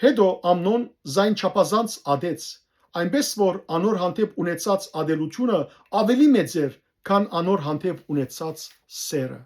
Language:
Western Armenian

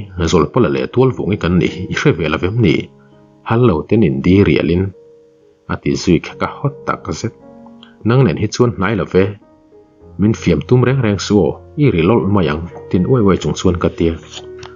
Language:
Mizo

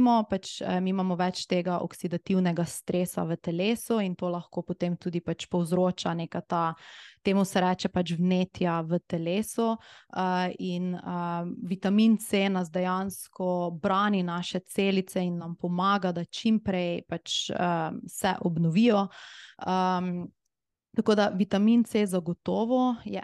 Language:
Slovenian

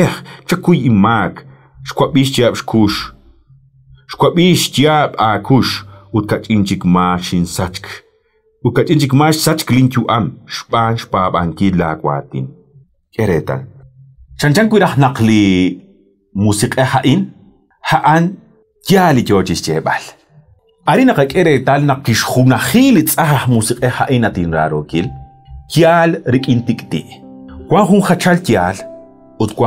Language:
Kekchí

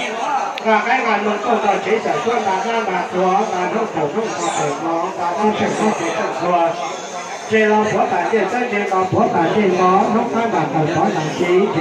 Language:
Hmong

